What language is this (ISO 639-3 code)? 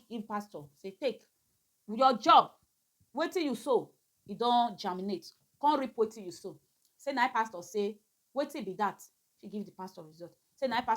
pcm